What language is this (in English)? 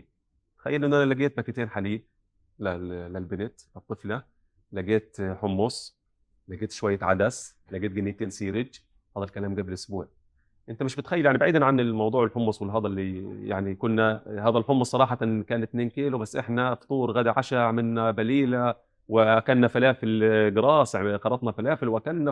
North Levantine Arabic